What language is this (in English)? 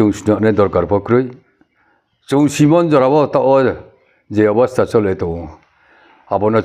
Riang (India)